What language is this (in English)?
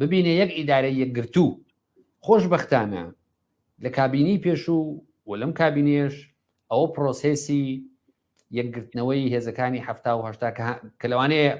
Central Kurdish